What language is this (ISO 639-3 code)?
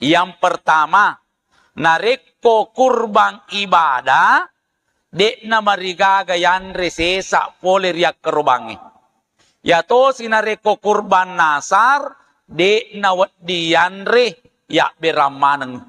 bug